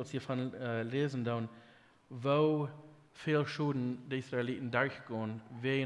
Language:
Plautdietsch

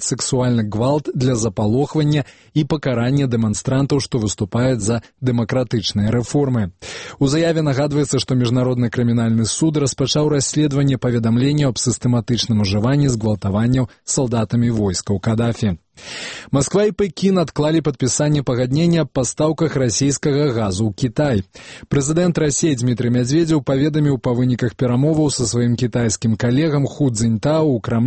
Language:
Belarusian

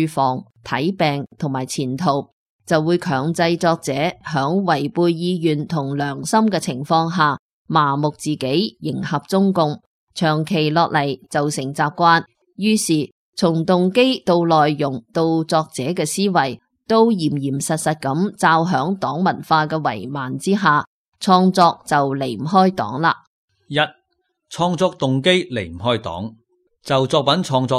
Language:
Cantonese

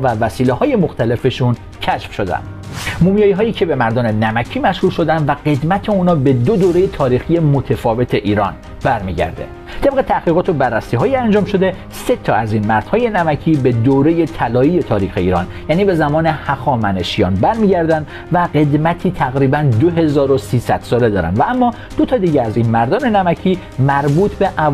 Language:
Persian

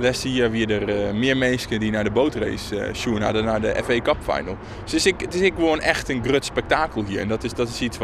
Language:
Western Frisian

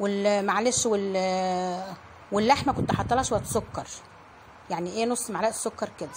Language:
Egyptian Arabic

